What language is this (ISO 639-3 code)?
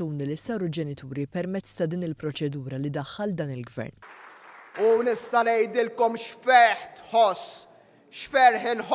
mlt